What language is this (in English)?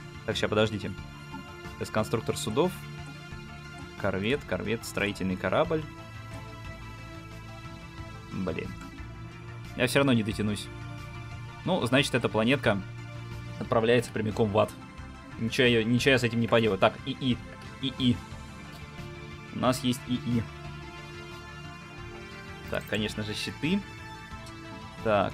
Russian